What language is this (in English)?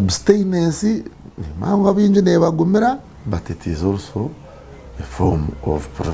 Nyankole